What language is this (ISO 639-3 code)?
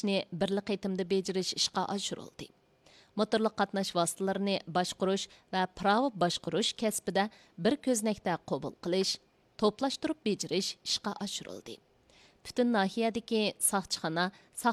uig